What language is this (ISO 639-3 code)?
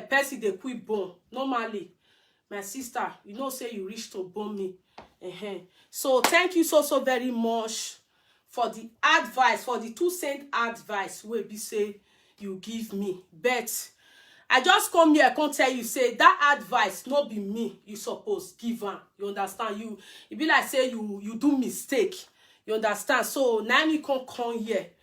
pcm